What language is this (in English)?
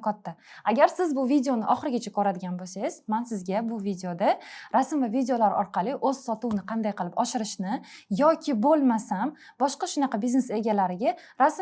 Uzbek